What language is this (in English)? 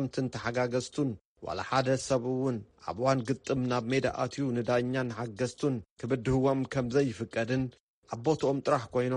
Tigrinya